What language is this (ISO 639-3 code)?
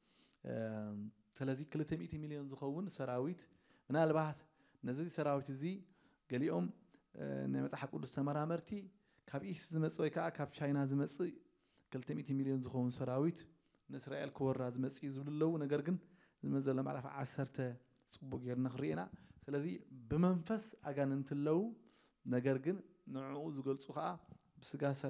tir